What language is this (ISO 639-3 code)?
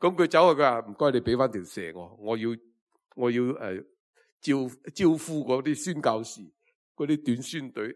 yue